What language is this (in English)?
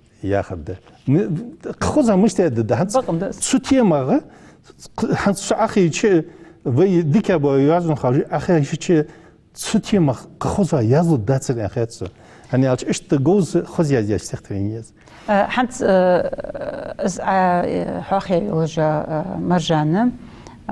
Ingush